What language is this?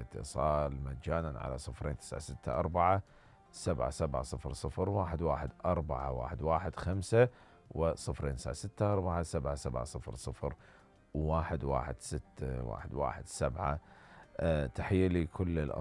Mesopotamian Arabic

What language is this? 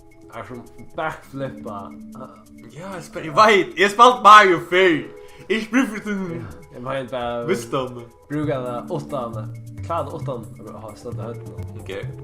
Faroese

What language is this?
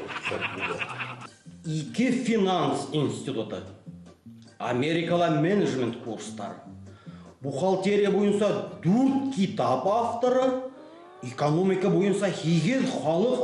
Bashkir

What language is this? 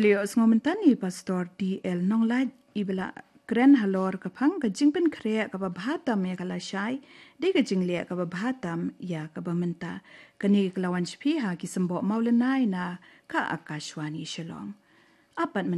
Khasi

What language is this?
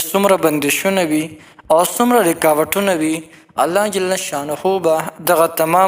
Pashto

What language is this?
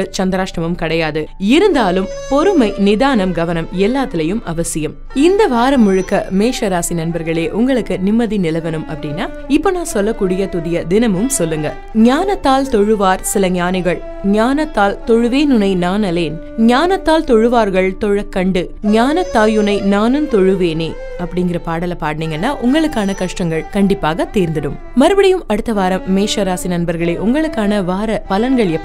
Tamil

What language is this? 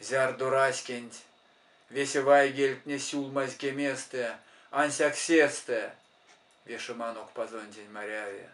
Erzya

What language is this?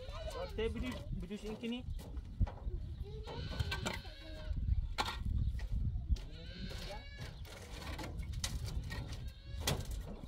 Persian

